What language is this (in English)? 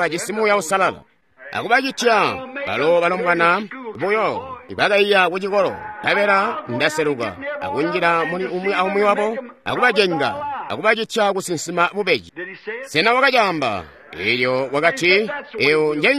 Tonga (Zambia)